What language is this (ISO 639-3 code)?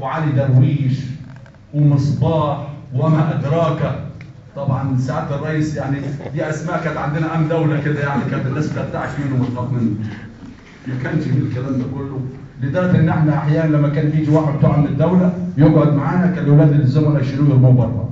arz